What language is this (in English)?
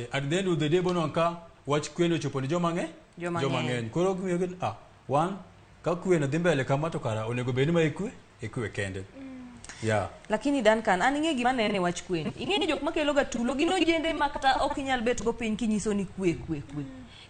Luo (Kenya and Tanzania)